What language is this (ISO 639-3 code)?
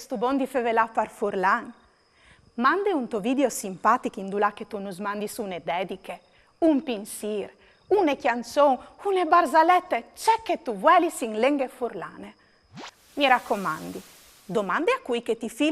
fur